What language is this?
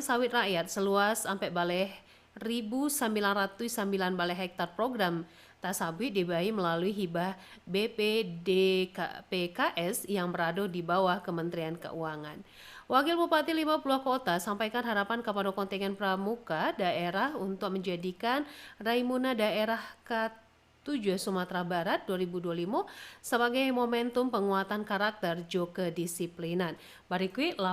Minangkabau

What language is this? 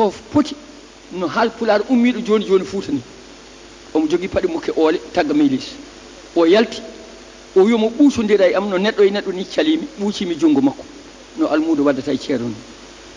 Fula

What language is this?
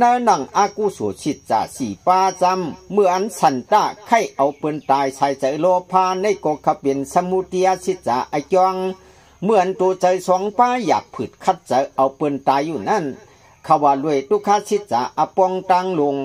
Shan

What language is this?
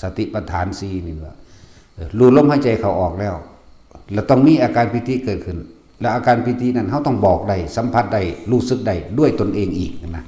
Lao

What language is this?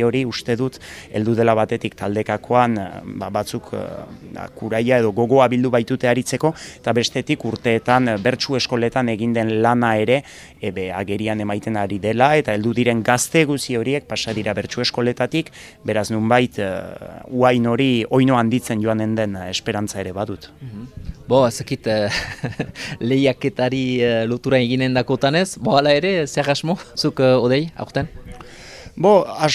Basque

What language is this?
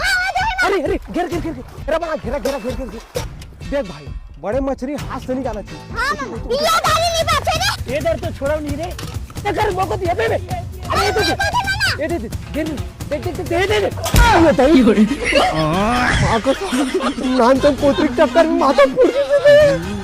Chhattisgarhi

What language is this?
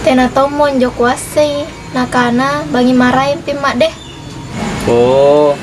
Makasar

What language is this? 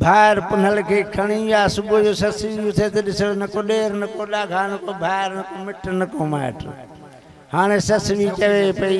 Sindhi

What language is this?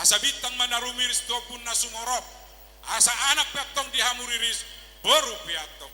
Batak Toba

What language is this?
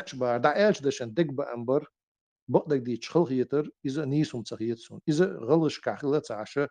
Chechen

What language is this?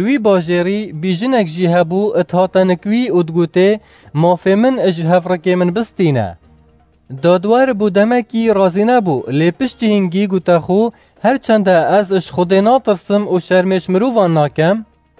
Kurdish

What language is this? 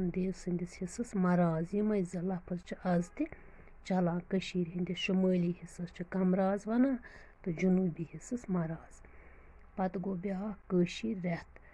Kashmiri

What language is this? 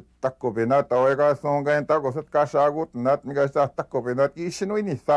Western Ojibwa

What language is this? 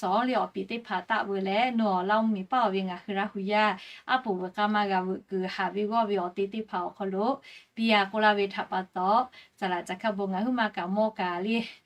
Lahu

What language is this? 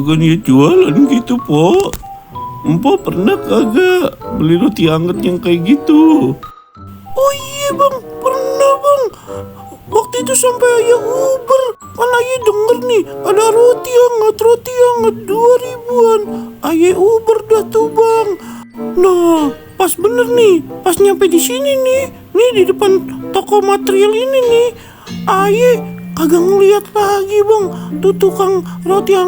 Betawi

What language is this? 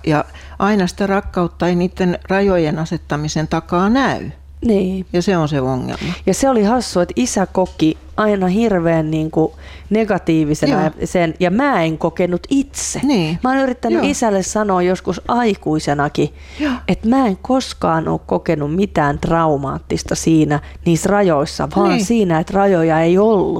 Finnish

